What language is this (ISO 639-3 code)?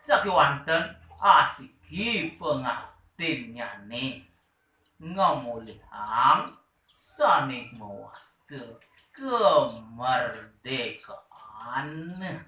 ban